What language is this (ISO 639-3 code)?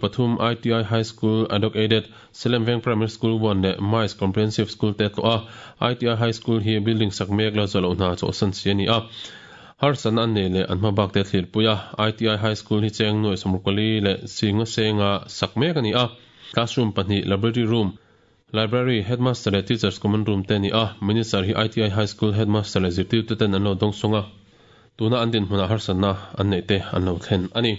lus